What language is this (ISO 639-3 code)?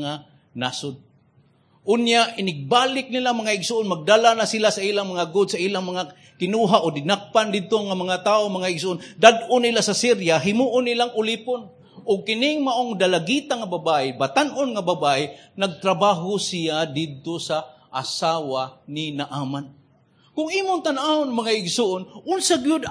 ceb